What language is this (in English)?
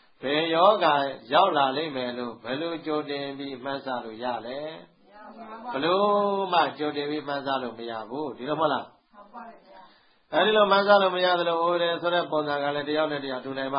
Burmese